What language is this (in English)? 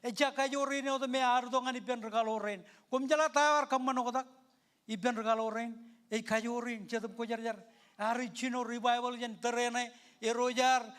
Marshallese